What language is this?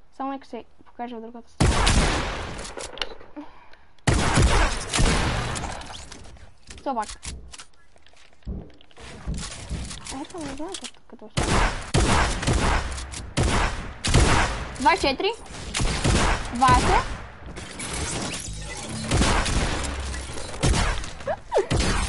Bulgarian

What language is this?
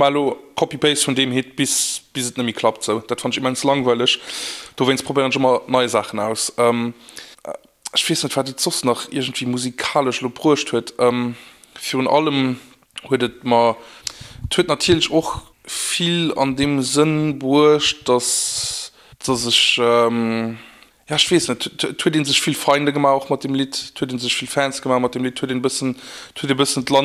Luxembourgish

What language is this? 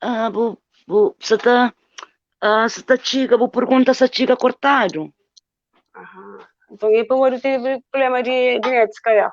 Kabuverdianu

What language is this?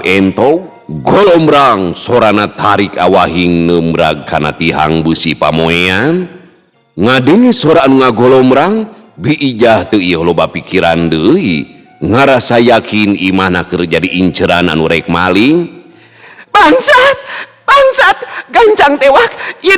Sundanese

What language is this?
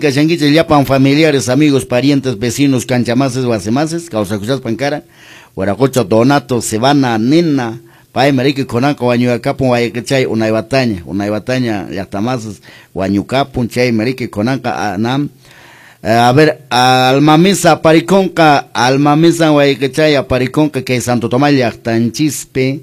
Quechua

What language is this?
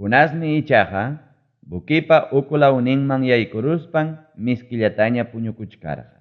Ayacucho Quechua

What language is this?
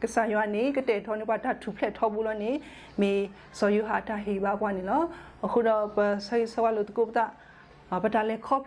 S'gaw Karen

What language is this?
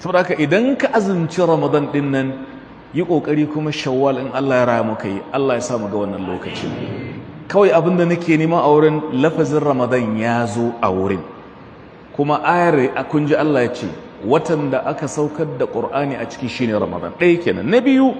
Hausa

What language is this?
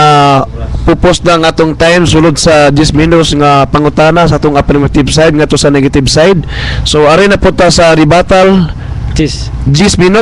Cebuano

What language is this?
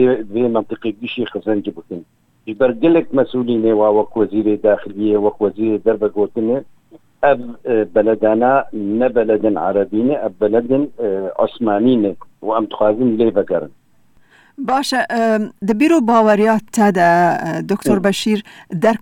Kurdish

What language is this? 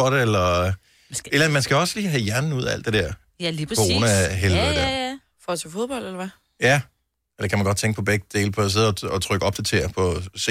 Danish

